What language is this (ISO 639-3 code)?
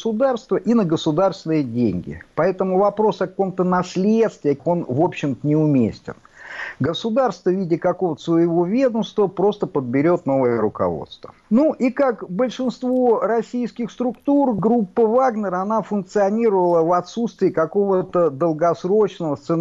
rus